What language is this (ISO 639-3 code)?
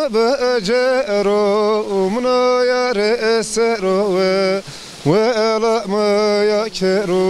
zza